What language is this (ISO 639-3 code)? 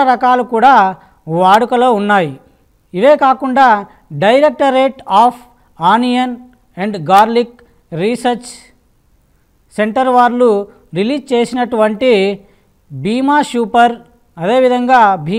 tel